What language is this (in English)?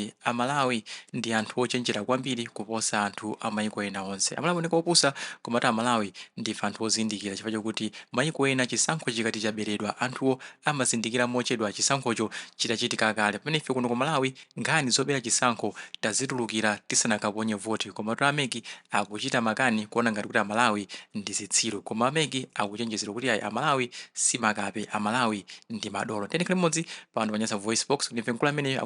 Nyanja